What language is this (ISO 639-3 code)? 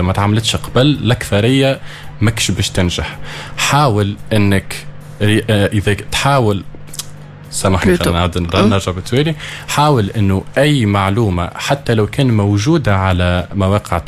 aeb